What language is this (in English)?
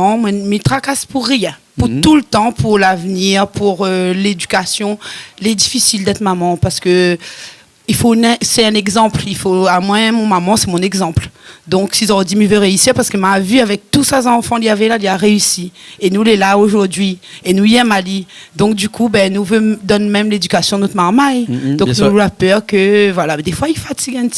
Réunion Creole French